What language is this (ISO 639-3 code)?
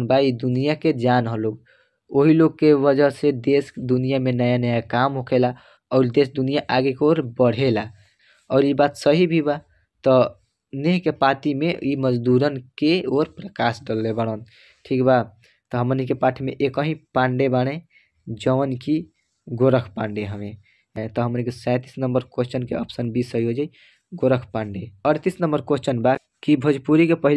bho